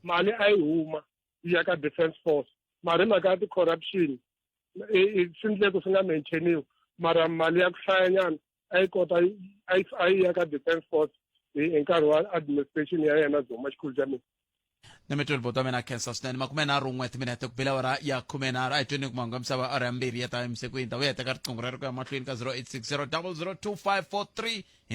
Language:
Tsonga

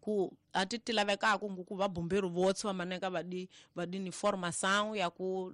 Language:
Tsonga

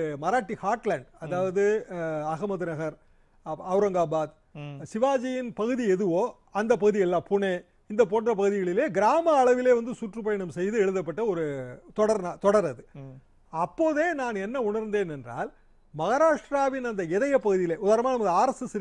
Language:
Tamil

